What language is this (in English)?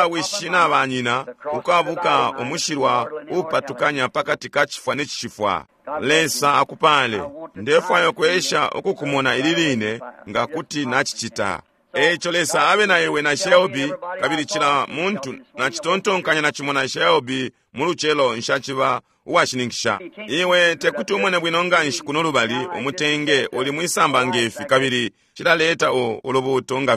Bemba